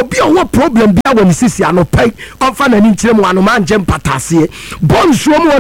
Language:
Akan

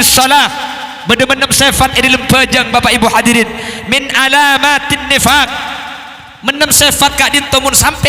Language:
Madurese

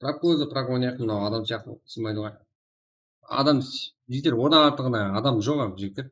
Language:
Kara-Kalpak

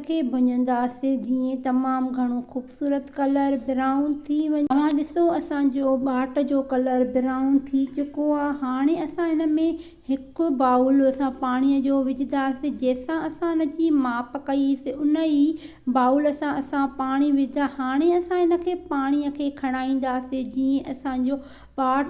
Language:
Sindhi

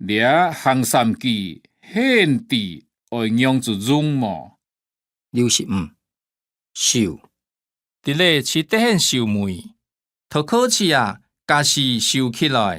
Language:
Hakka Chinese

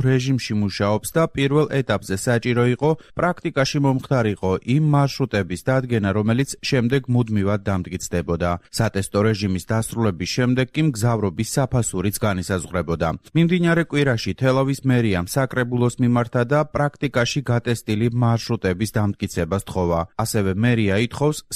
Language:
Georgian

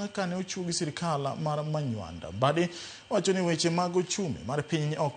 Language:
Luo (Kenya and Tanzania)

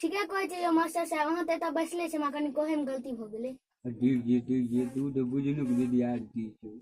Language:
Maithili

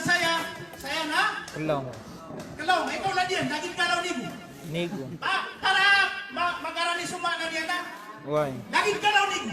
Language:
Maranao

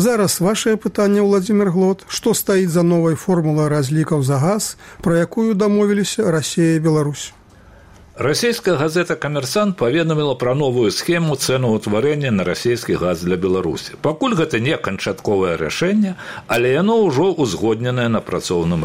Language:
Belarusian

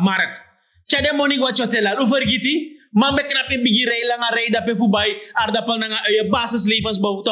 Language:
Sranan Tongo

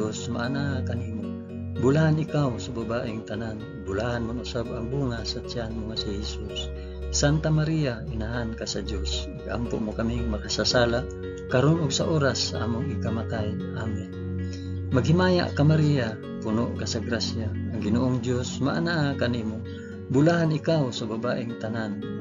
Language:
Cebuano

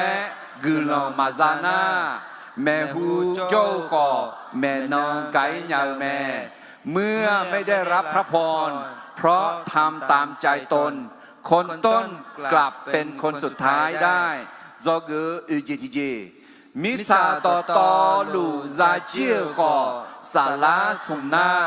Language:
Akha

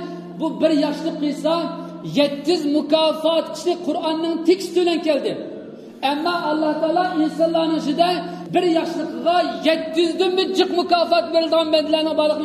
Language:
Uyghur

